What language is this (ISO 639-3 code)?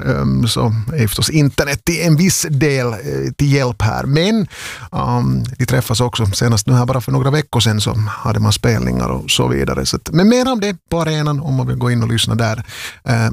swe